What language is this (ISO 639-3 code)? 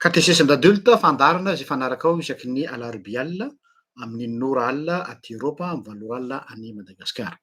mlg